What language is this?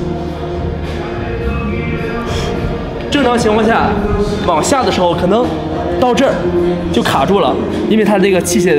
Chinese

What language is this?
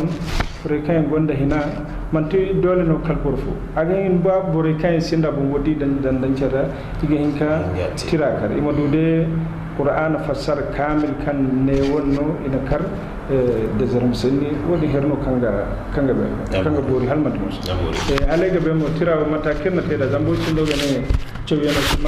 Zarma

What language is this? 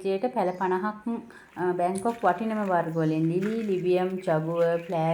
Sinhala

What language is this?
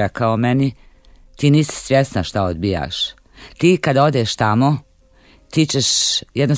Bosnian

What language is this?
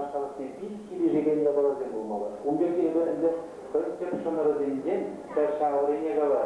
Chuvash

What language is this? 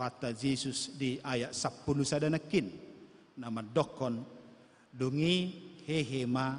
Batak Toba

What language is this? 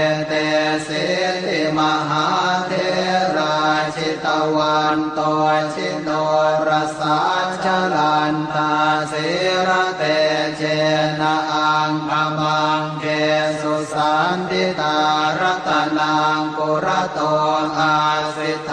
Pali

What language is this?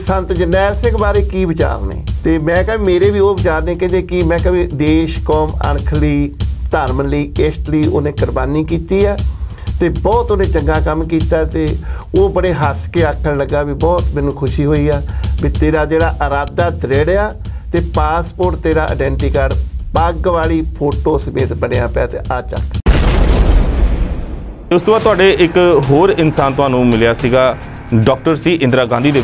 Punjabi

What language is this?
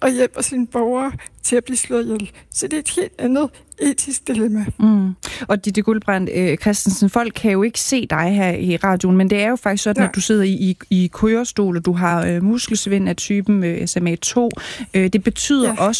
Danish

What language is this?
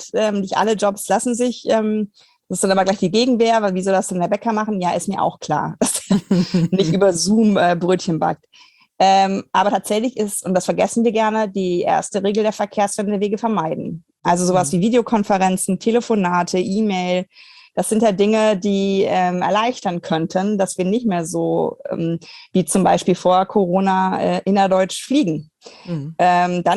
German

